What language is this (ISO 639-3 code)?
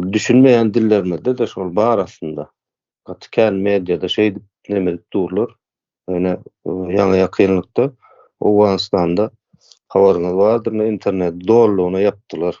tuk